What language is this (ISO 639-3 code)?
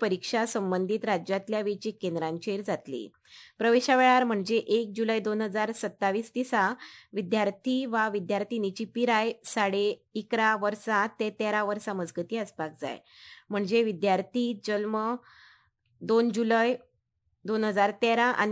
kok